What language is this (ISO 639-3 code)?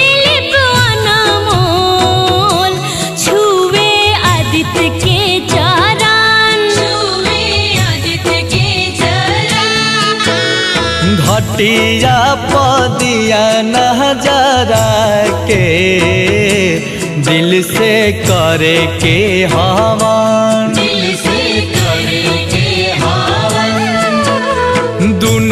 bho